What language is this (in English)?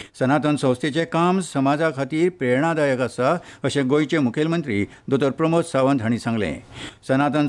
Konkani